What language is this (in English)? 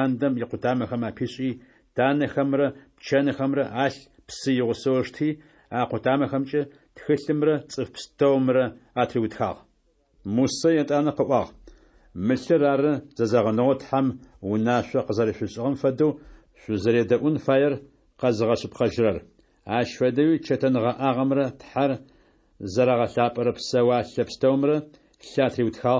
Adyghe